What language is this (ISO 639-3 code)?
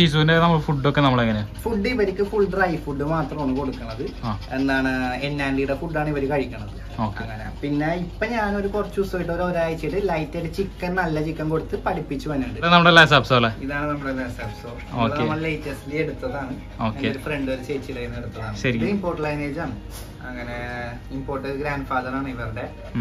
mal